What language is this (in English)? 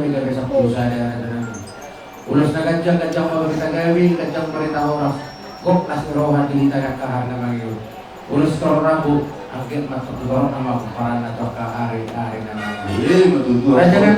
Batak Toba